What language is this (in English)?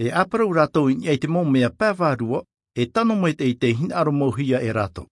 Tahitian